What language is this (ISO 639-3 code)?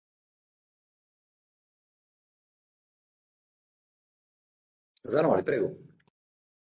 ita